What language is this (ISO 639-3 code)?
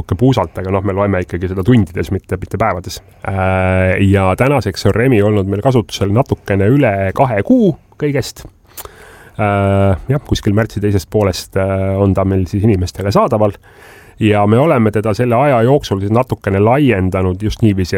est